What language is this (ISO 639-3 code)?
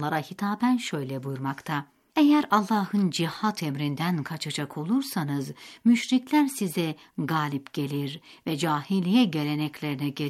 tur